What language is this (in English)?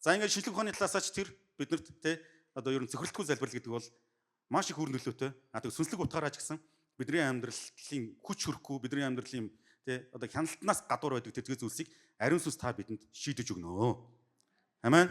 Mongolian